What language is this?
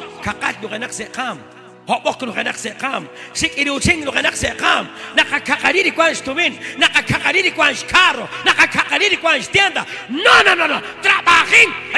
Kekchí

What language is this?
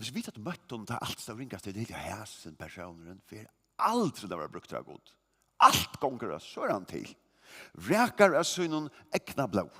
Faroese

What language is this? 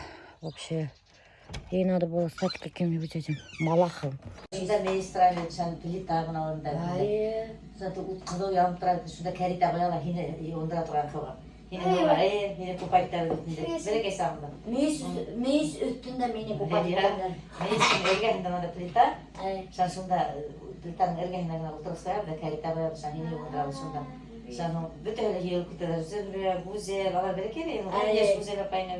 Bashkir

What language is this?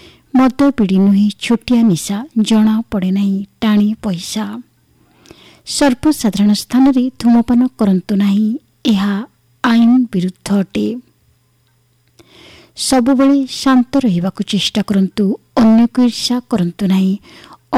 Odia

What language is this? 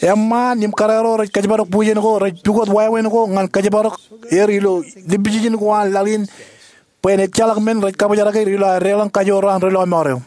Marshallese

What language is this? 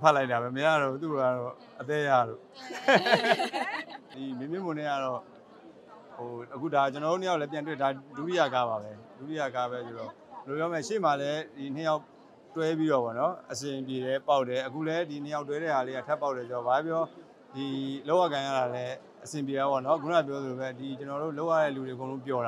Burmese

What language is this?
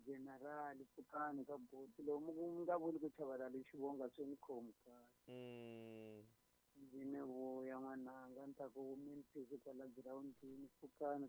Tsonga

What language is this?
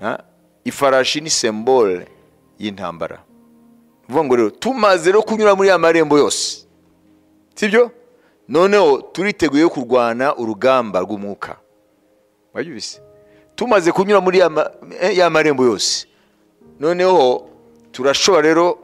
Kinyarwanda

